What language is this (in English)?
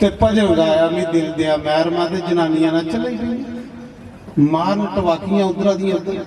Dogri